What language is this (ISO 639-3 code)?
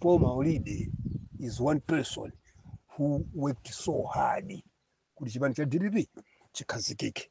nya